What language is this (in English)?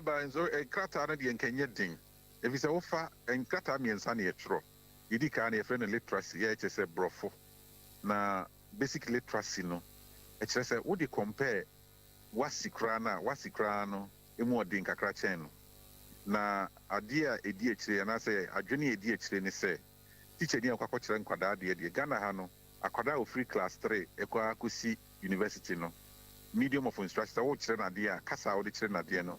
Akan